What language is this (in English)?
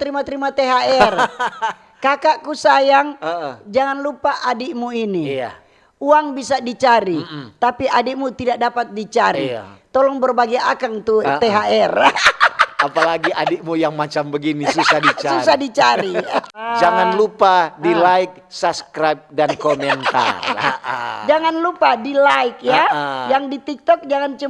Manado Malay